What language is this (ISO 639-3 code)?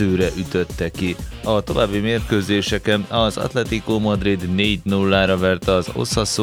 hun